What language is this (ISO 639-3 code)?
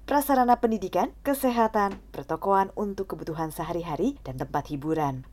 ind